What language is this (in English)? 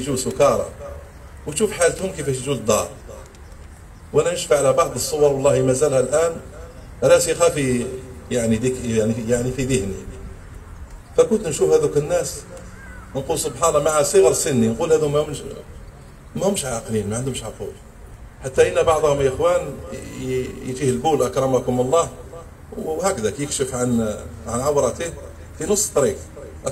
Algerian Arabic